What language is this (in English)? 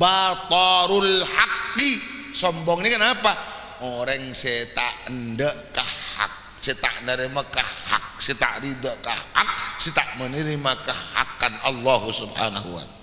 Madurese